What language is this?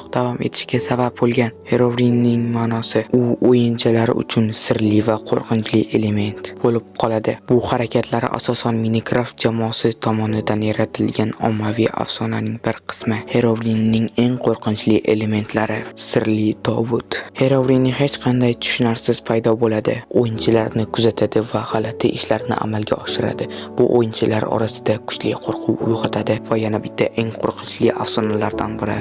Uzbek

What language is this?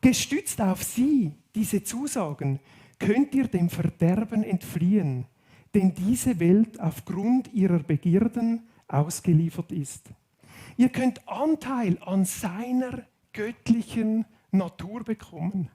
Swiss German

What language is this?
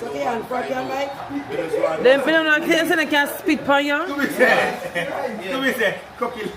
Jamaican Creole English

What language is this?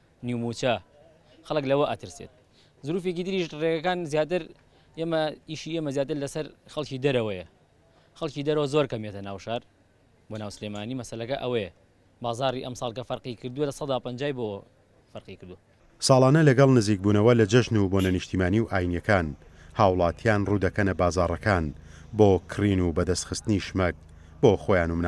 Central Kurdish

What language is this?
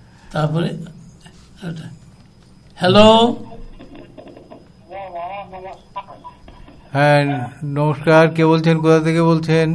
Bangla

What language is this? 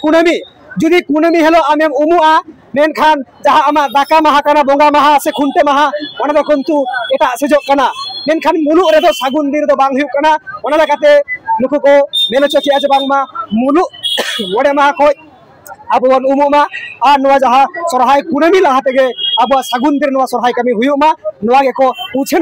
Santali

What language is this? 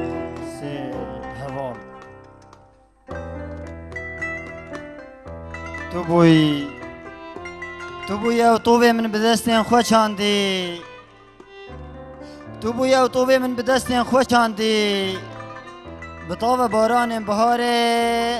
Kurdish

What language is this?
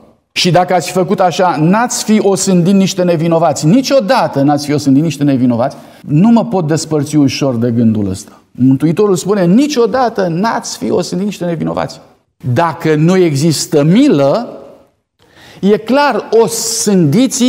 Romanian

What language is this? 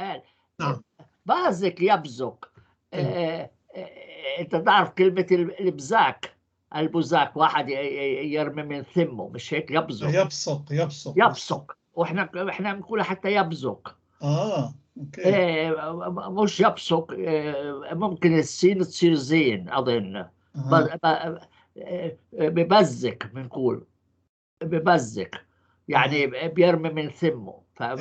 North Levantine Arabic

